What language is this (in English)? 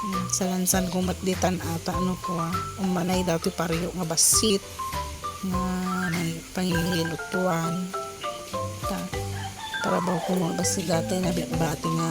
Iloko